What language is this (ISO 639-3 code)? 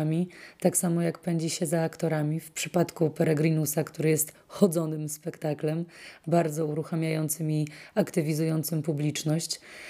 pol